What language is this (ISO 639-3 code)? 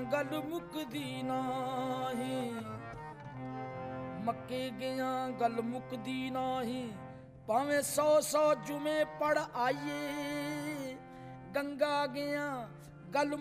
pan